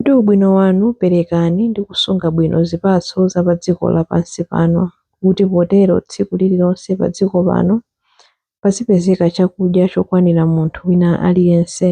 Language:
Nyanja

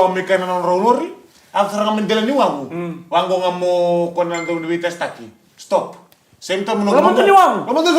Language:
Fijian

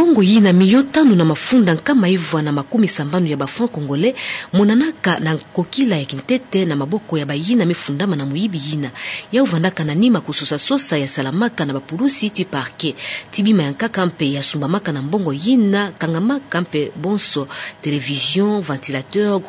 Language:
Kituba (Democratic Republic of Congo)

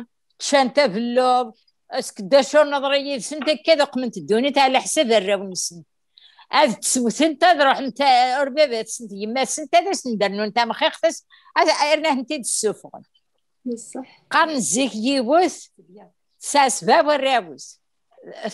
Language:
Kabyle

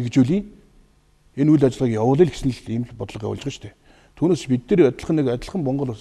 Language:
Mongolian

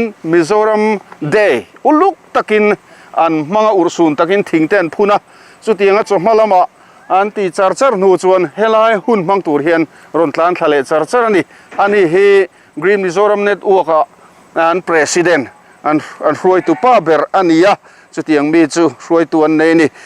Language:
Mizo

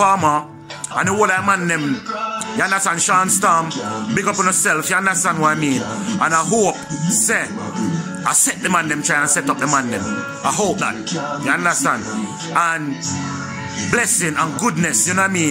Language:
Jamaican Creole English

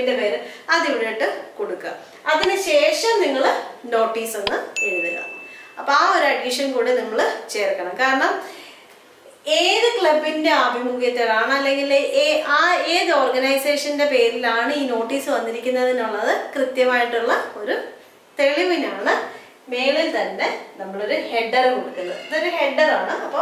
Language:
Malayalam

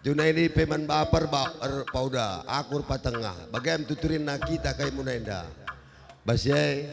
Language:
Batak Karo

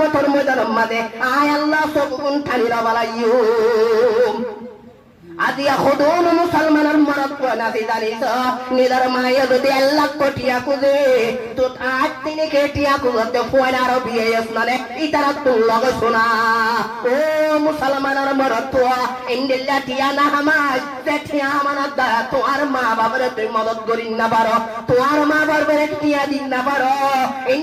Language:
Rohingya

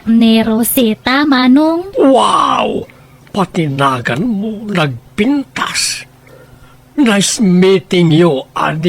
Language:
Iloko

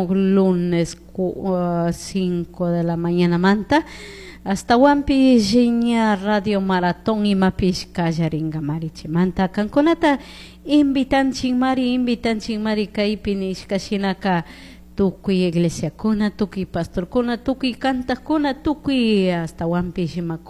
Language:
Chimborazo Highland Quichua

